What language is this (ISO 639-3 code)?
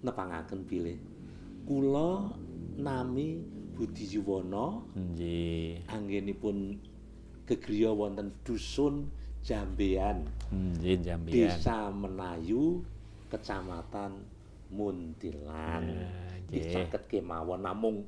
jav